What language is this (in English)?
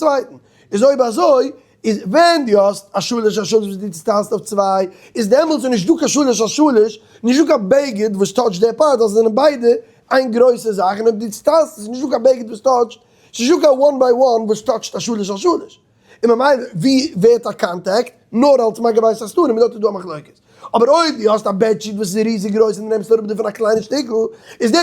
Yiddish